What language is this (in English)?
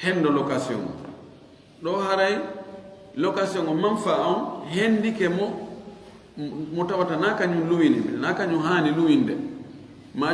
Fula